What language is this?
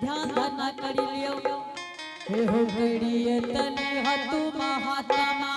Angika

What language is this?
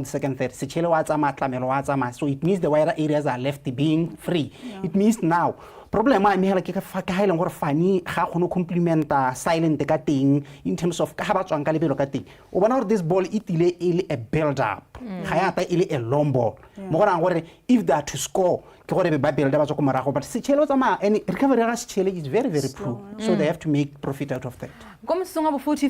Tswana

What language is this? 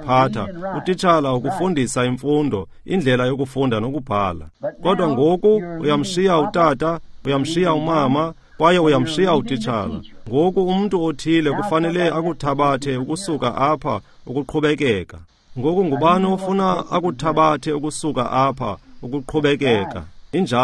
Xhosa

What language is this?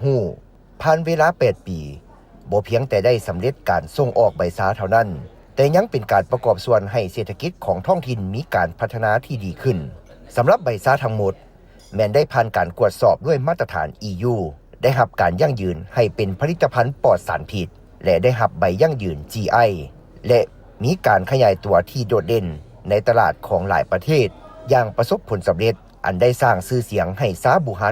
Lao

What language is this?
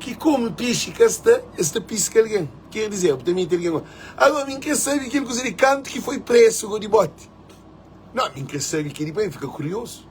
Kabuverdianu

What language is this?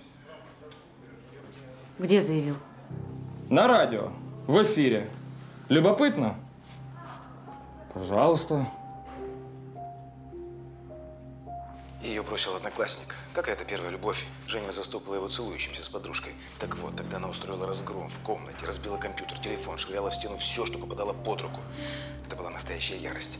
Russian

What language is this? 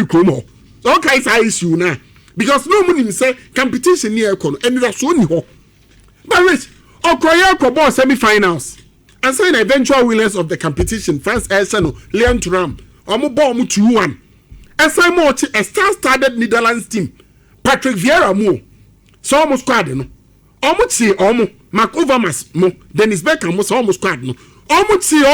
Akan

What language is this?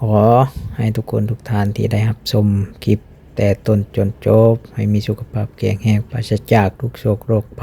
Lao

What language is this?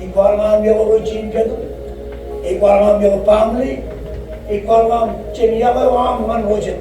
Marshallese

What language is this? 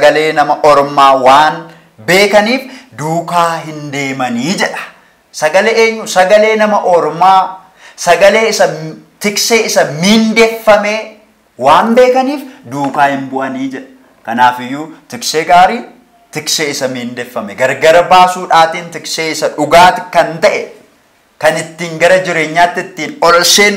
Oromo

